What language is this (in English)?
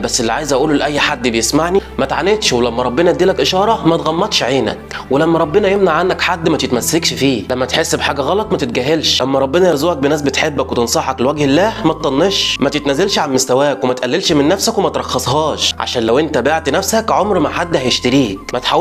Egyptian Arabic